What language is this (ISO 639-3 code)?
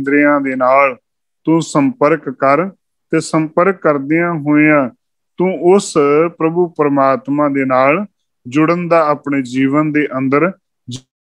pan